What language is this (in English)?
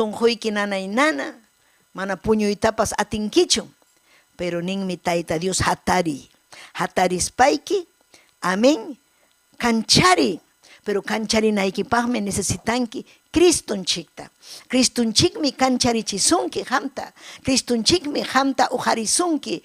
Ayacucho Quechua